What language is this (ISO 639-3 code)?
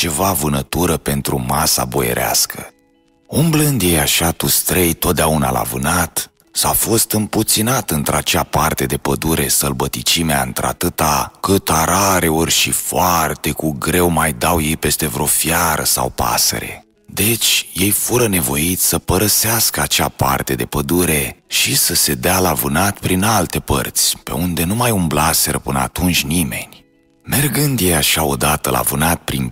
ron